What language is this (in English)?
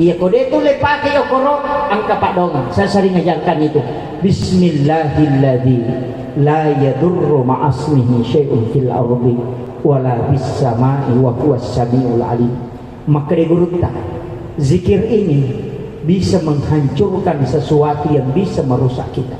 Buginese